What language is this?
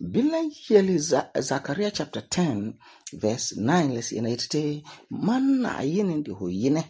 Frafra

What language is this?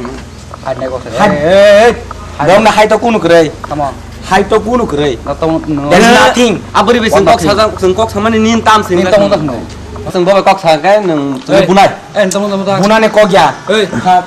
Kok Borok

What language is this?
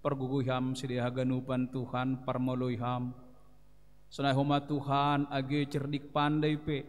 Batak Simalungun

